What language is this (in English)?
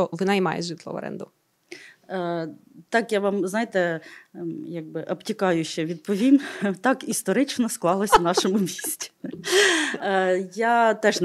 Ukrainian